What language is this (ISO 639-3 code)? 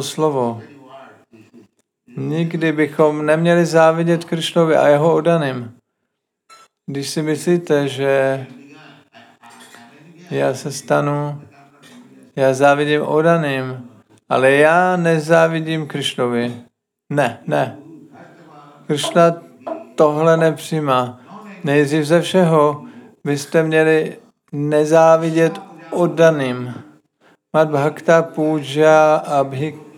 ces